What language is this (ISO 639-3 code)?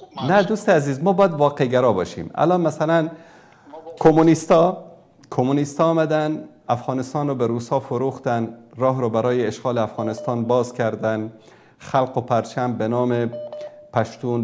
fas